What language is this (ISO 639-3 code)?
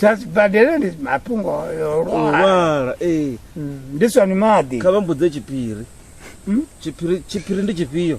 ven